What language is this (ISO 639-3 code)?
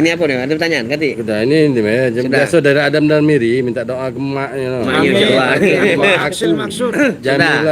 mui